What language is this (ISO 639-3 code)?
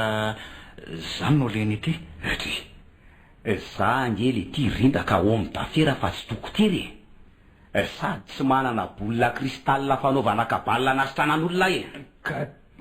mlg